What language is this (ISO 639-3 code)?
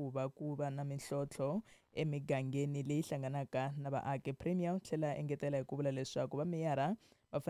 tso